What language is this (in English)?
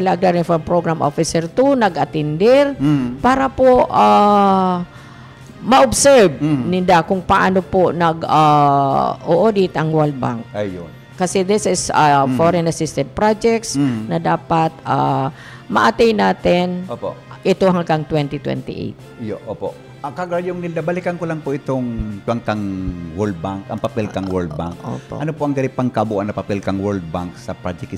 Bikol